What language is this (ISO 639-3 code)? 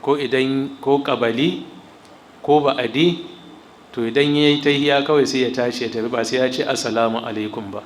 hau